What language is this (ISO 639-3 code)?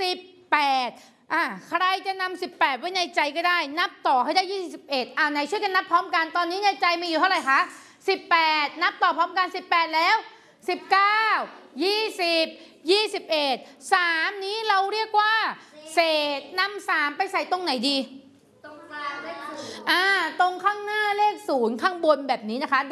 tha